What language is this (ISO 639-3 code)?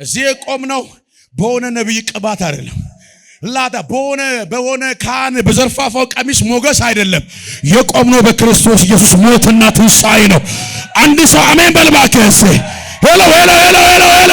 amh